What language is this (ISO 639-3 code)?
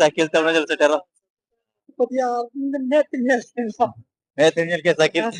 sat